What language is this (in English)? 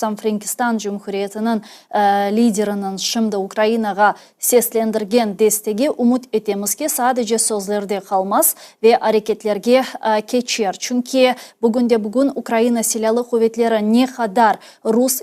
Crimean Tatar